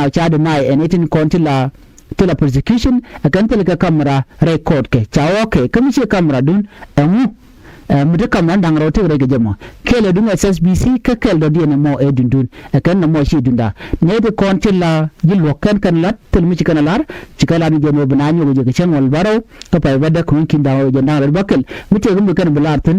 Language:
Nuer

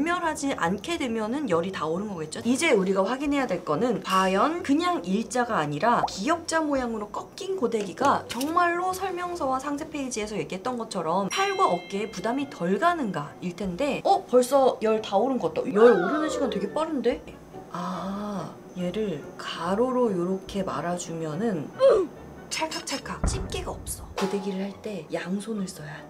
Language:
Korean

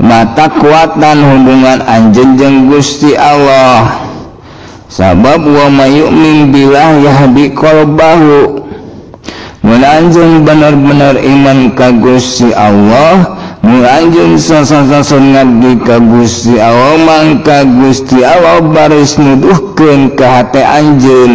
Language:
Sundanese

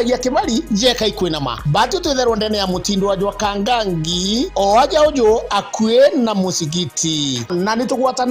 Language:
Meru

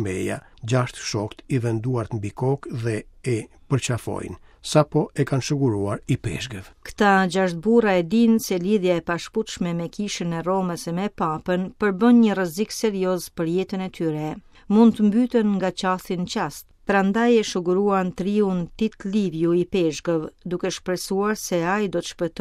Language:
Albanian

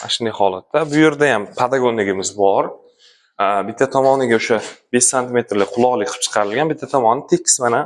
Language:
Uzbek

